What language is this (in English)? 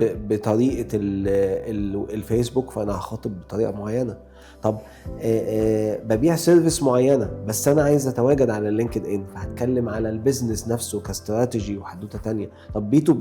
Egyptian Arabic